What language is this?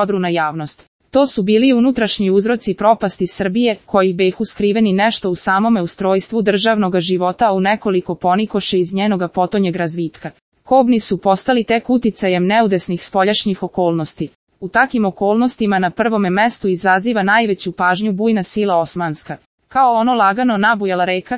Serbian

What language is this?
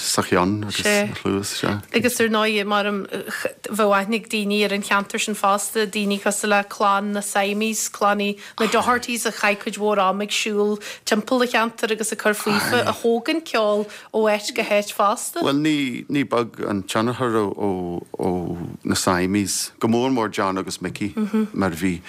Irish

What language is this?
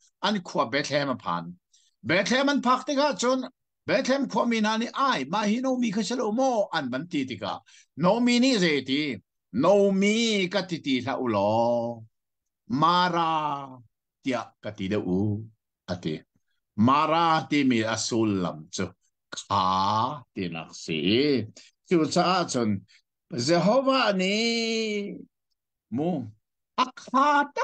Hakha Chin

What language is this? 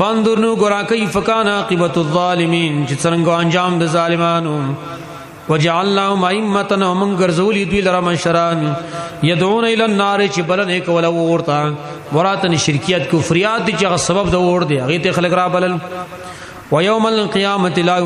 Pashto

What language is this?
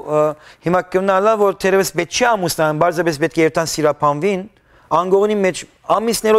Western Armenian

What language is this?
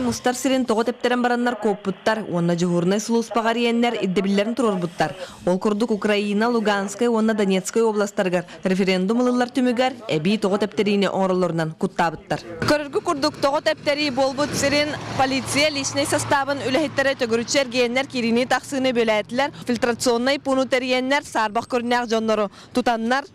Yakut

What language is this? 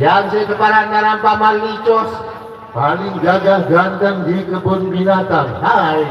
Sasak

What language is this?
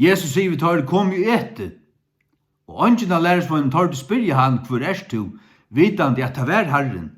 Faroese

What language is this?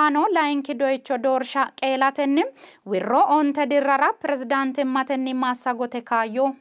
Sidamo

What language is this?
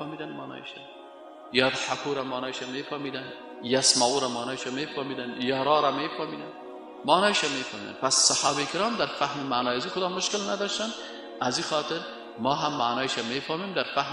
Persian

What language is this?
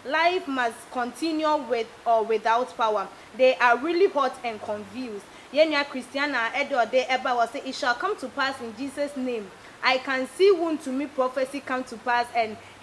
Akan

